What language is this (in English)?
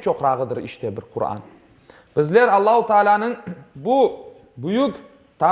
Crimean Tatar